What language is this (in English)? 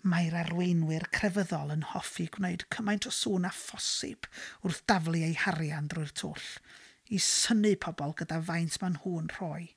Welsh